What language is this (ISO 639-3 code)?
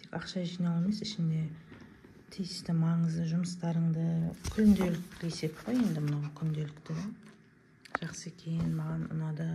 kaz